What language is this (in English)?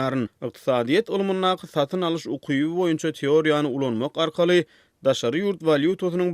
Turkmen